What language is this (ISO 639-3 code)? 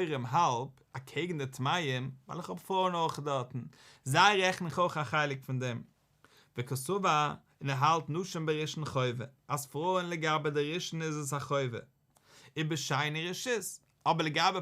yid